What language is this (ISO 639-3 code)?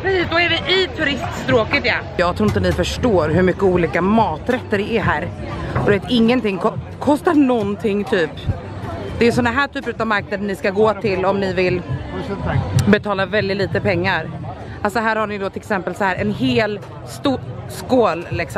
swe